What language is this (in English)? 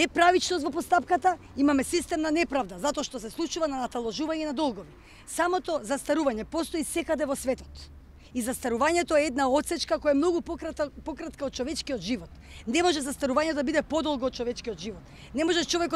Macedonian